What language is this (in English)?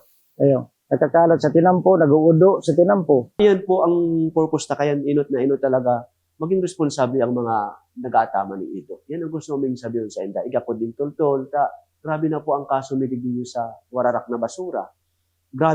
Bikol